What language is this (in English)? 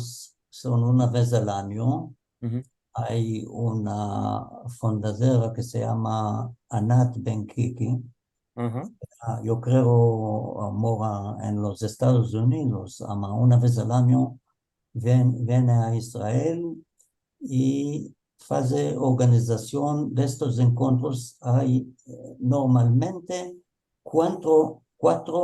Ladino